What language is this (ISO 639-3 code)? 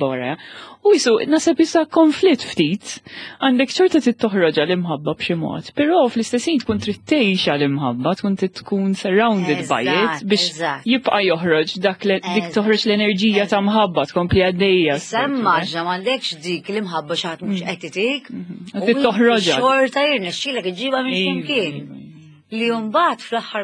mlt